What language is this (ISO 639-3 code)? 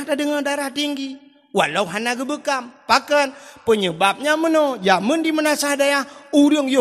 ace